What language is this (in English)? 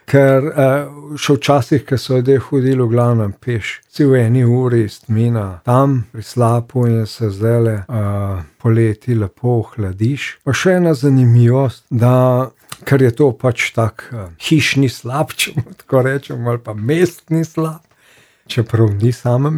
Slovenian